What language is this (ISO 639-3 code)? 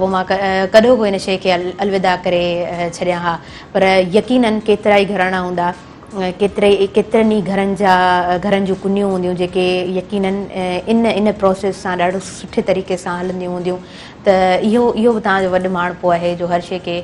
snd